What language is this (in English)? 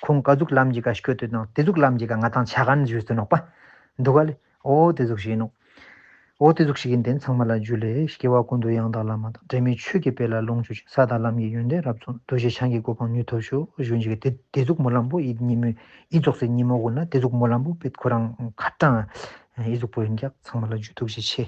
Ladakhi